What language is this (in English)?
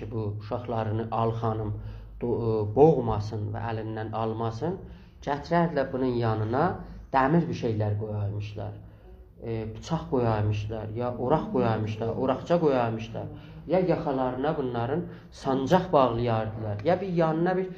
South Azerbaijani